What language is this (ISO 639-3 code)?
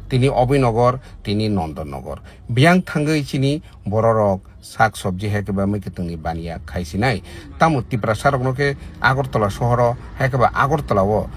trp